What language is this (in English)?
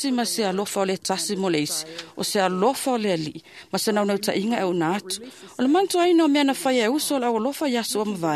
Samoan